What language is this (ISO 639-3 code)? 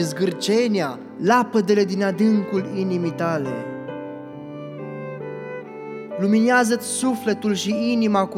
ron